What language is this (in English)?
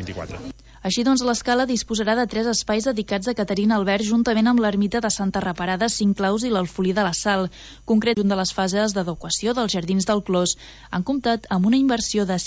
Catalan